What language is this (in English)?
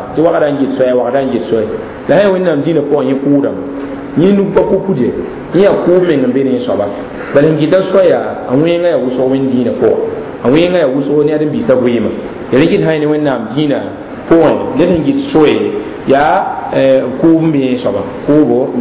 Mossi